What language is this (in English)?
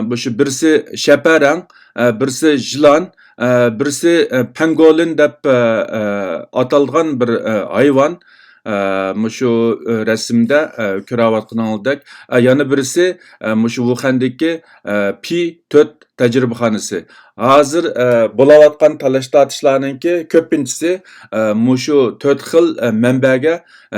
Uyghur